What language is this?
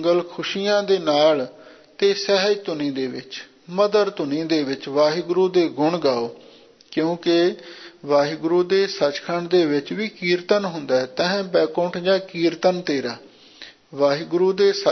Punjabi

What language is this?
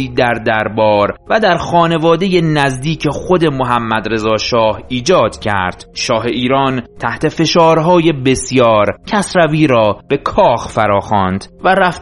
Persian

